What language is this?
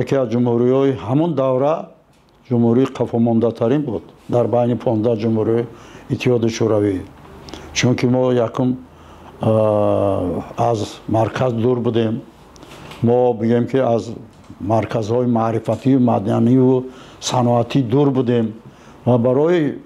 Tajik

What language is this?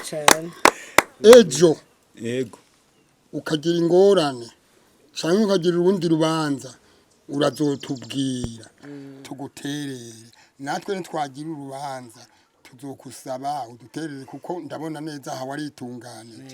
Rundi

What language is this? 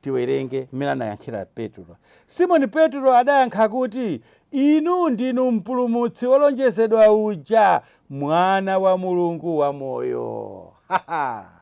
Nyanja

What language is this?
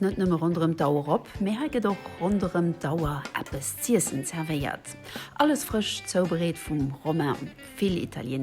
Luxembourgish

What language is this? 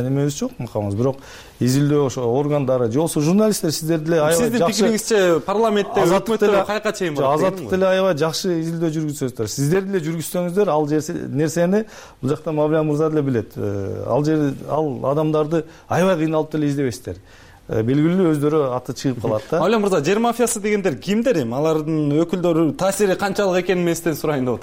Kyrgyz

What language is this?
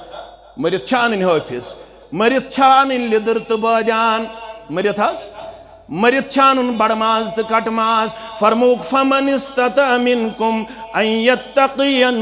Kashmiri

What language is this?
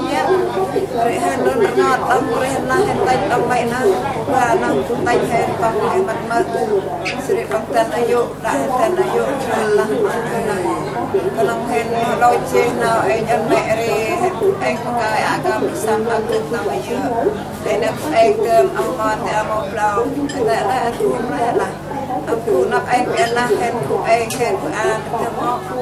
Central Mnong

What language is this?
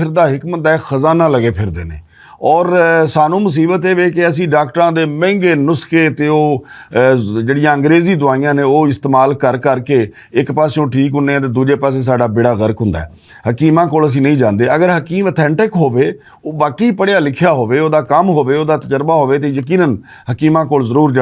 Western Panjabi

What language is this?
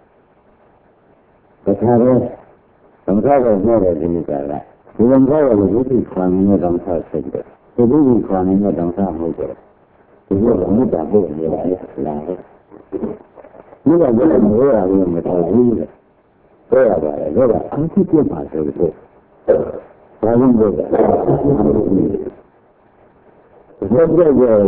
Burmese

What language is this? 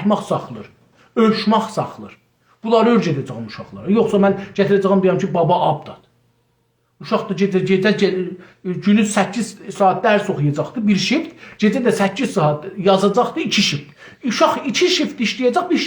South Azerbaijani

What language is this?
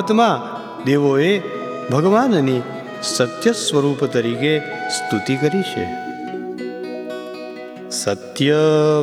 Gujarati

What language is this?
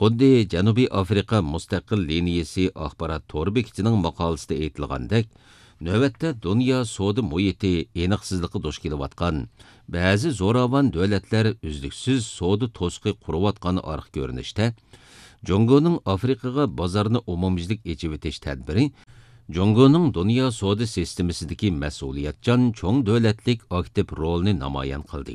Uyghur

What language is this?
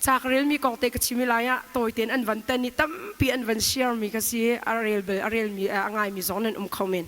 Hakha Chin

